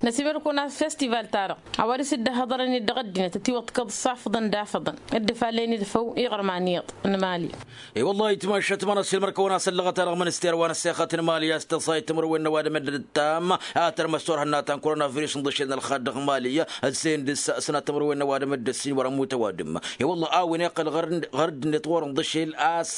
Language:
Tamasheq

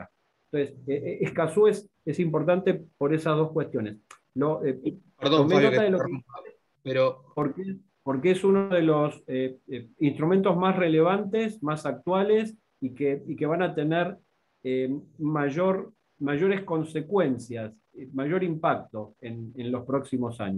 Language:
Spanish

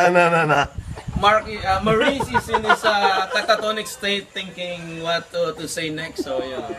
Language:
Hiligaynon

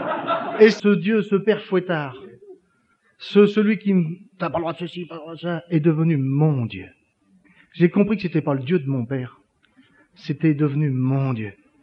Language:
French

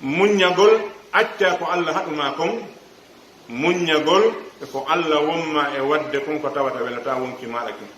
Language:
Pular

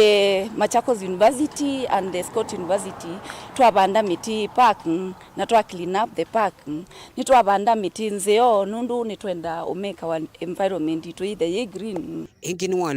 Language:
Kamba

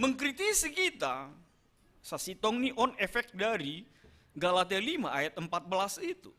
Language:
Batak Simalungun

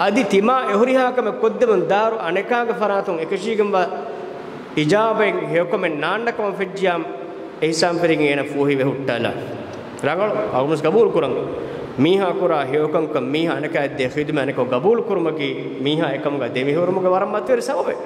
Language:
Divehi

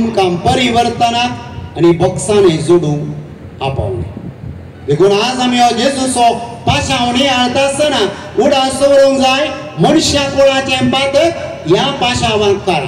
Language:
Konkani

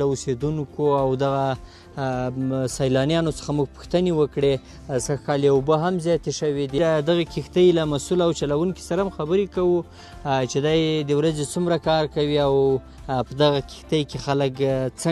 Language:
Pashto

